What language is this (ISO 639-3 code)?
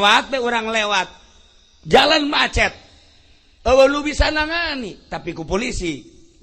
sun